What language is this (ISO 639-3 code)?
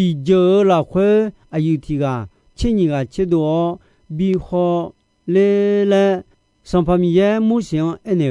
ahk